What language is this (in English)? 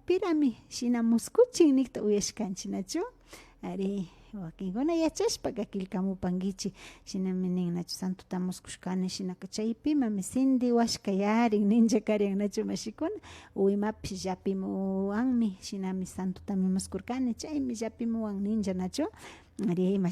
Imbabura Highland Quichua